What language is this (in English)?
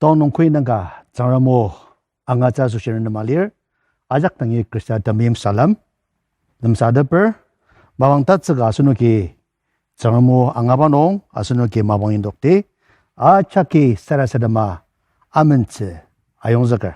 Ao Naga